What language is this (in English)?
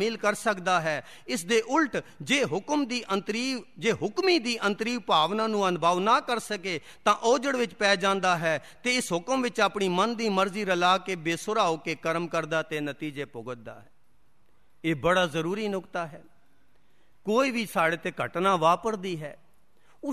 Punjabi